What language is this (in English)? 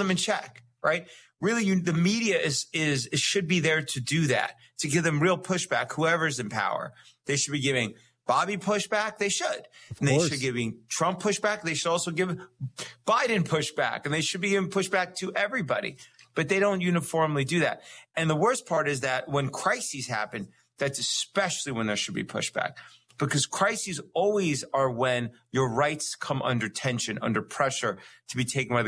English